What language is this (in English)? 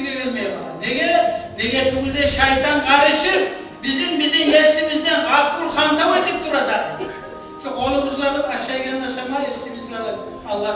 Kumyk